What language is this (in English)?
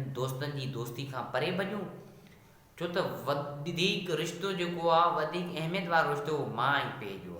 Sindhi